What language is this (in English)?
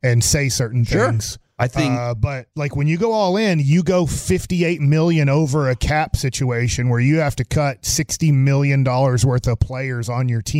English